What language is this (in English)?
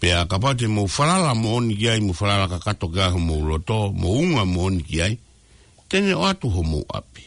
Tongan